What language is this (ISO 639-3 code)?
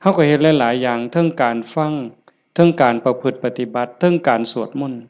tts